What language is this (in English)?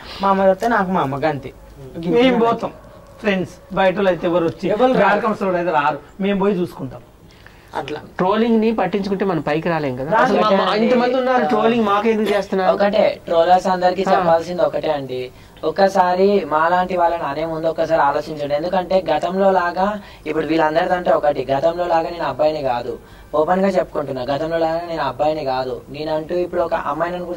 Telugu